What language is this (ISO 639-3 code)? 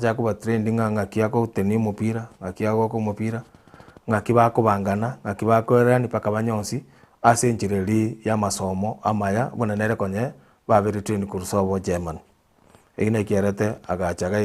guz